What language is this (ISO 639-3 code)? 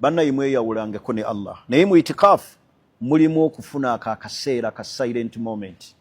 lug